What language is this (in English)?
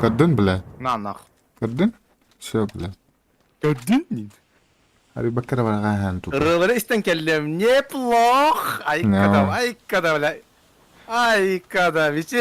Yakut